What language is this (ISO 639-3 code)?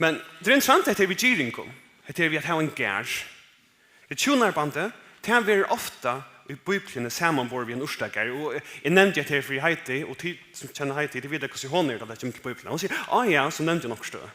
fao